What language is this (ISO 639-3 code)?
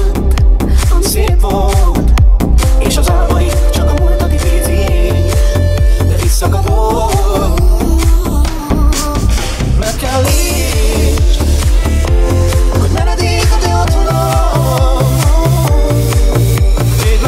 hun